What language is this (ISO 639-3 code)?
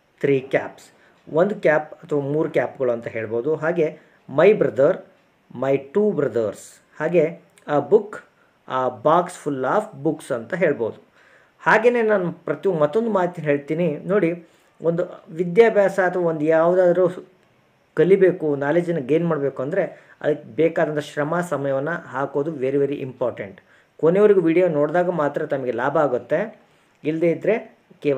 kan